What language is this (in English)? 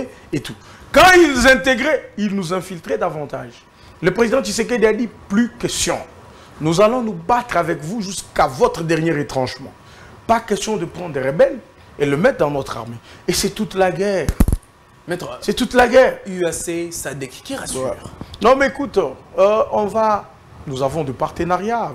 French